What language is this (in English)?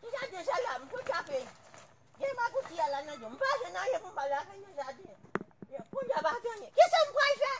Haitian Creole